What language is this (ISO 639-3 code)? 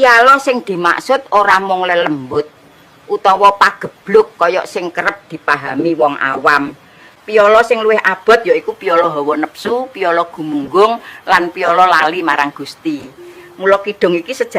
jav